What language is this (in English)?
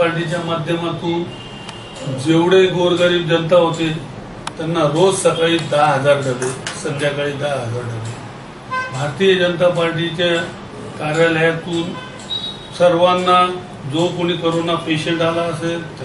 Marathi